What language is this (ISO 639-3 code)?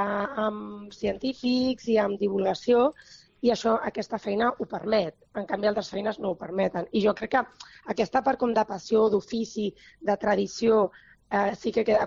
cat